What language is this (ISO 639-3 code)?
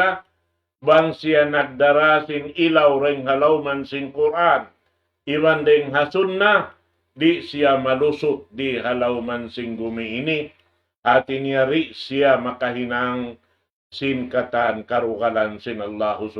tsg